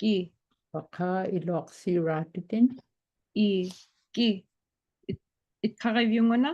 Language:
Inupiaq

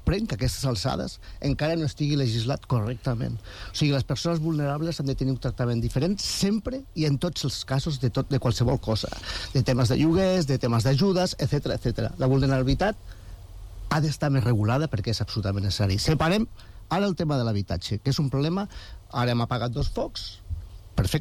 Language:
Catalan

